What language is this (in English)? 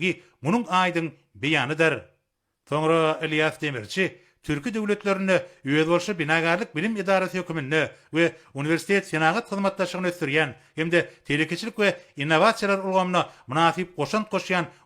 Turkmen